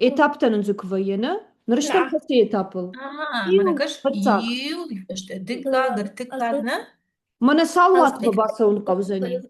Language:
Ossetic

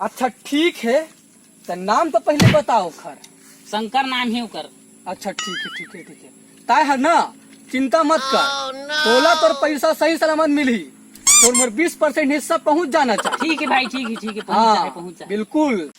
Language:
Chhattisgarhi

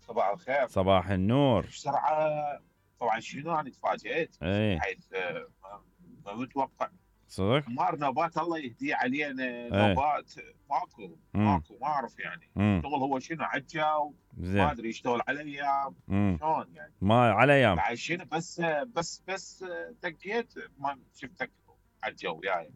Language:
Mesopotamian Arabic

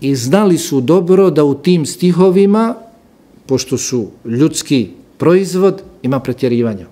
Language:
Bosnian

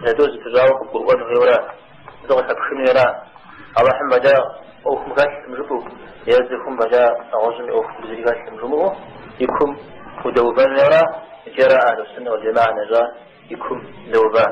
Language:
Kabardian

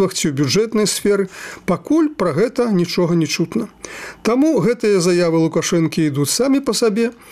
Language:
Belarusian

